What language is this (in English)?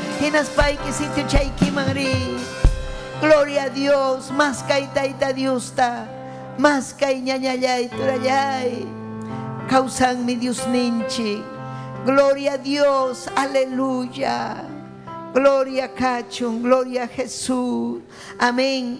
Ayacucho Quechua